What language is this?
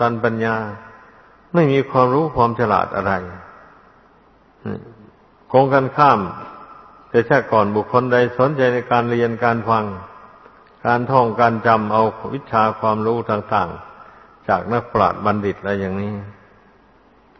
Thai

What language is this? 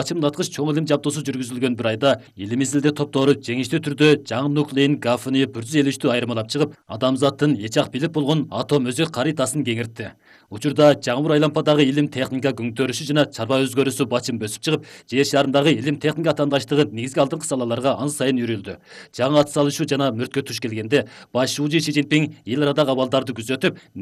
Kyrgyz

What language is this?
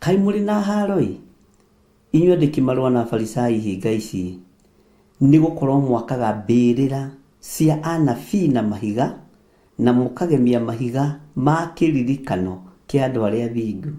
Kikuyu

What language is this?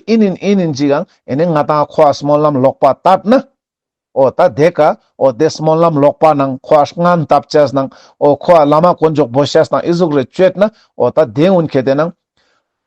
Ladakhi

